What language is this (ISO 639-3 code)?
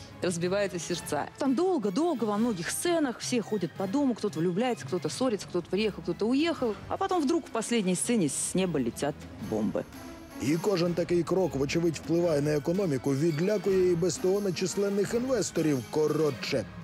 ukr